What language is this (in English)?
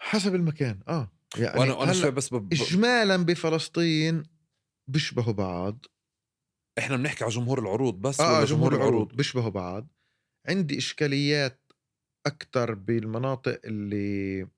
North Levantine Arabic